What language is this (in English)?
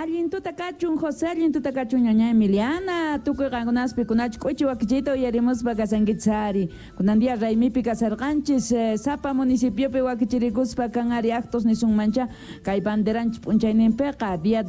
South Bolivian Quechua